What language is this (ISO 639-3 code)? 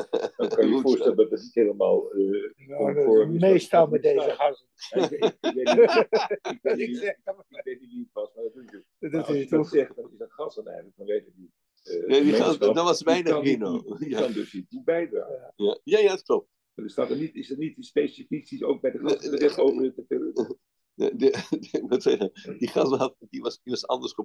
nld